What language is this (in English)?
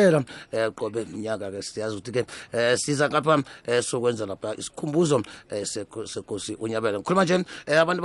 South Ndebele